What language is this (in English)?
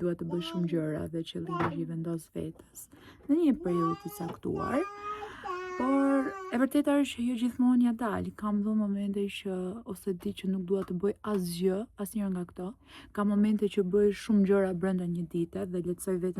Albanian